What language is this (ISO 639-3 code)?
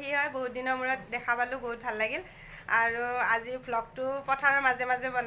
asm